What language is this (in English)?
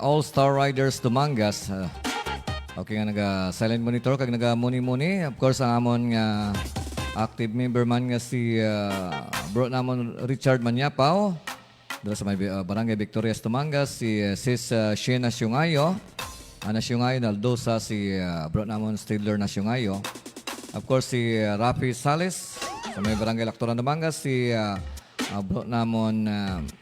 Hiligaynon